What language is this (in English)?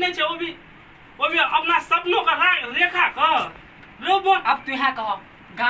Maithili